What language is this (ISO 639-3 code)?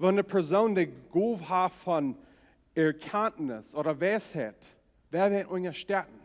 pdt